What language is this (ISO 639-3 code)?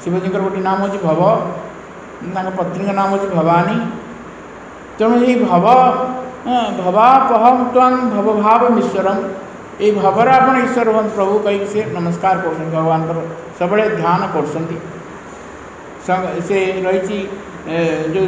ori